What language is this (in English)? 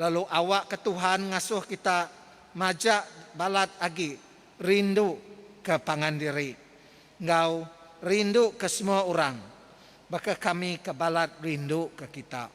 Iban